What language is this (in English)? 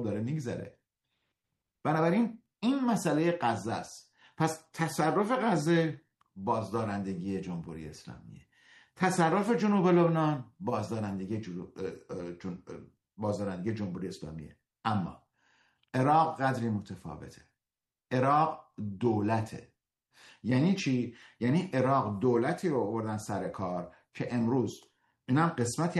Persian